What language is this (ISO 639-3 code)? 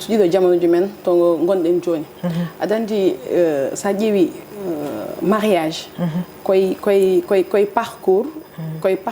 ful